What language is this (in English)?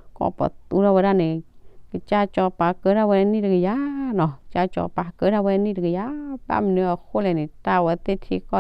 S'gaw Karen